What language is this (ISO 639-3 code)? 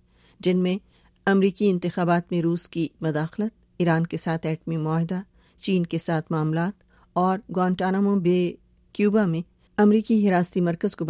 urd